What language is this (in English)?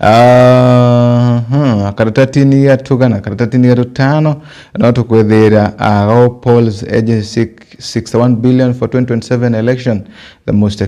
Meru